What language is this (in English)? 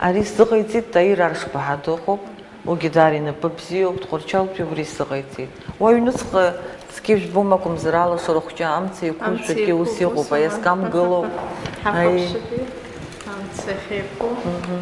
Abkhazian